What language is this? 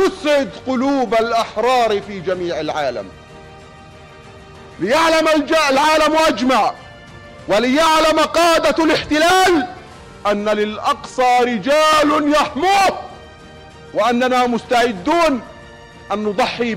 Arabic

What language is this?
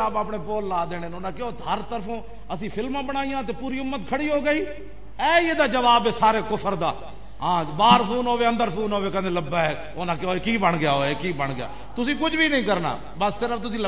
Western Panjabi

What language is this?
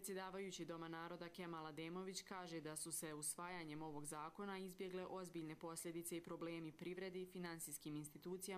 Bosnian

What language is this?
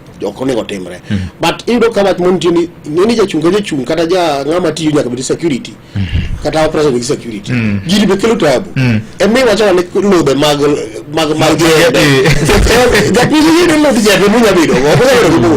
Luo (Kenya and Tanzania)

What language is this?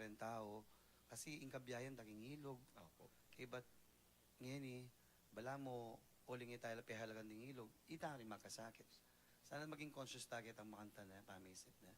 Pampanga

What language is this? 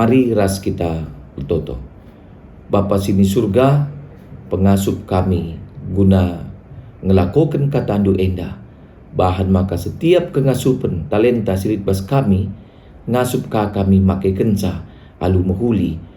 Batak Karo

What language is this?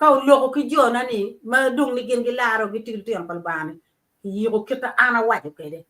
Acoli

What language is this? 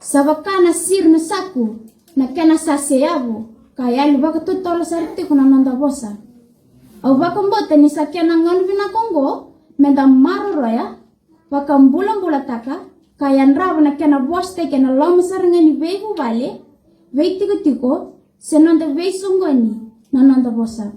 Fijian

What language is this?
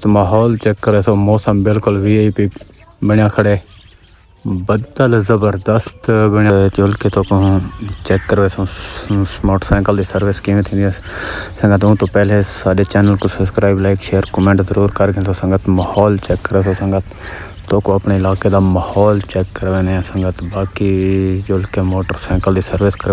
Saraiki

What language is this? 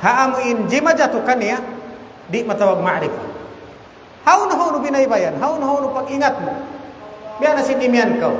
Tausug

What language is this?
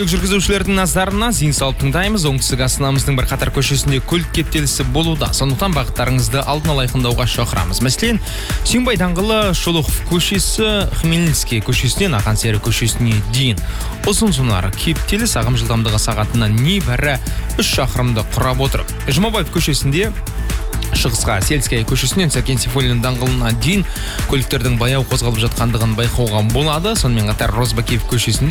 Kazakh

